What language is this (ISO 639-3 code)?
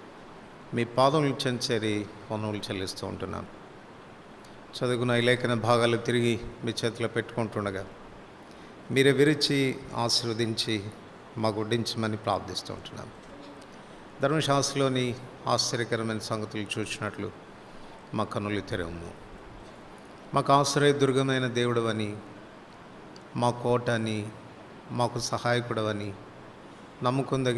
tel